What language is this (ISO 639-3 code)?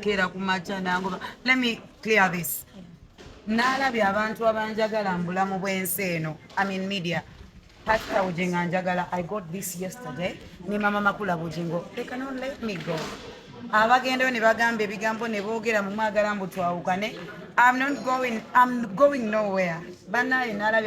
lug